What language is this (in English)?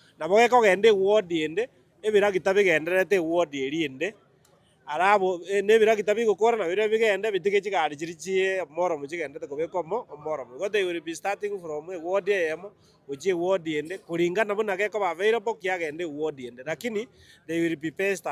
Gusii